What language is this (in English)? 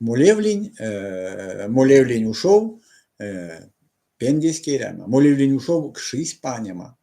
Erzya